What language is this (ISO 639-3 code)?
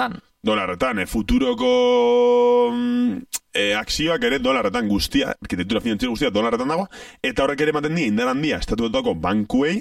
eus